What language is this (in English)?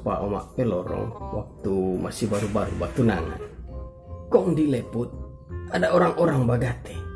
Manado Malay